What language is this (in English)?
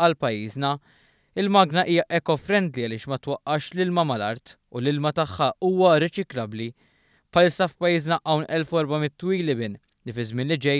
Maltese